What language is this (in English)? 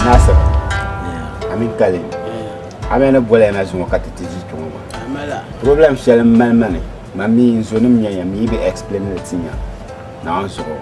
Dagbani